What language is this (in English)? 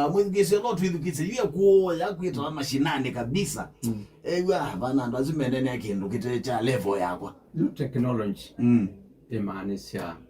Kamba